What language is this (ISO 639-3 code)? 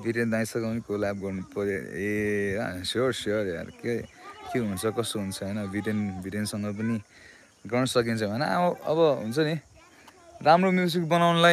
nep